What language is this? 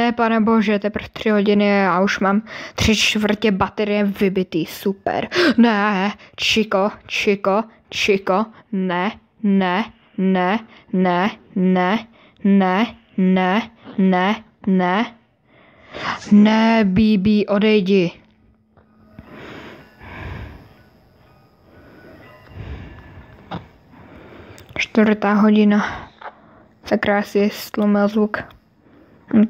Czech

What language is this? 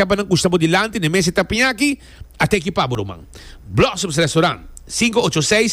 Papiamento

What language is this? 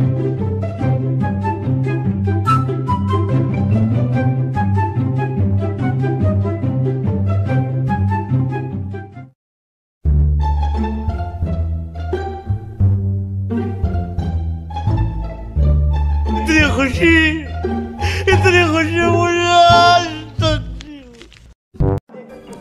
Hindi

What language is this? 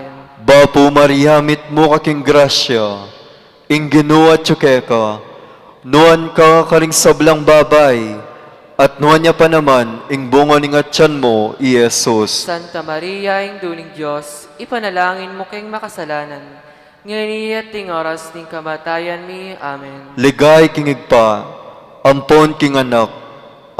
Pampanga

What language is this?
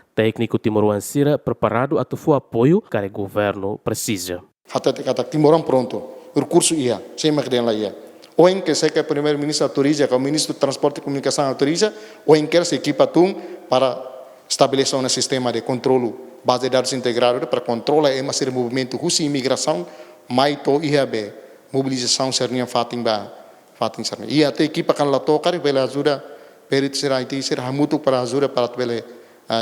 Tetum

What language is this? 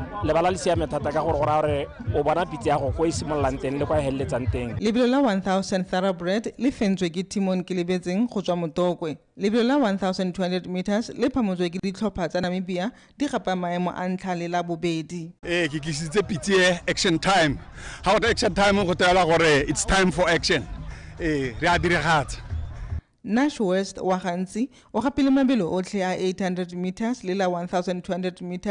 Tswana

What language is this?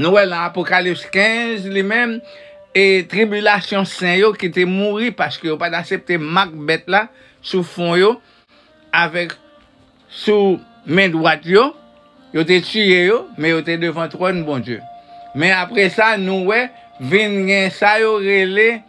Haitian Creole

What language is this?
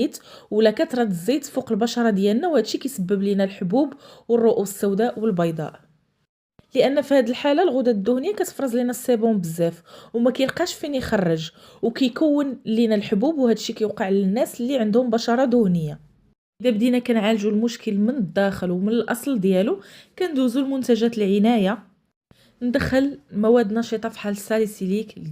Moroccan Arabic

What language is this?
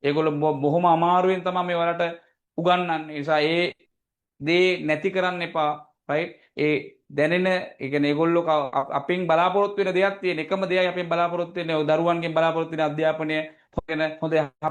Sinhala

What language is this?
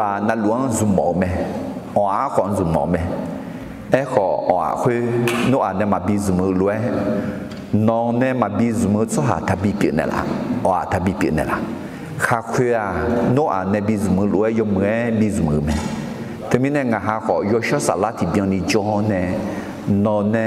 Akha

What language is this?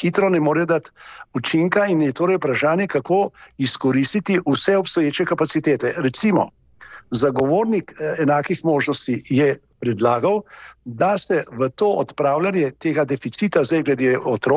Slovenian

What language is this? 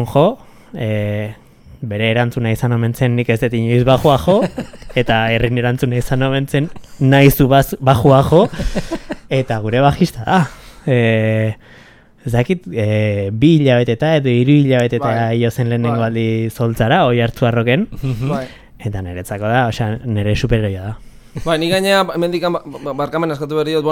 Basque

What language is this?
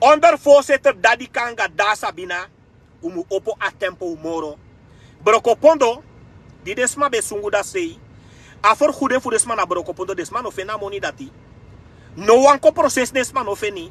Sranan Tongo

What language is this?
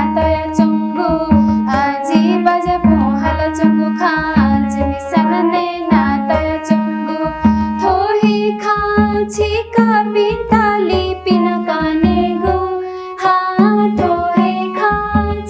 Newari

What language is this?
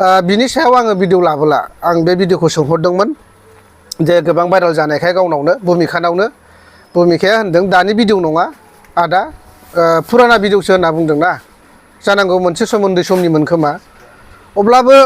Bodo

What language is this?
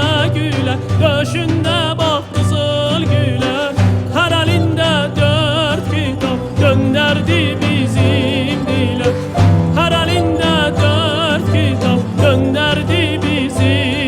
South Azerbaijani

